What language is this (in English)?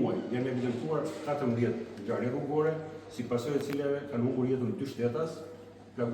Albanian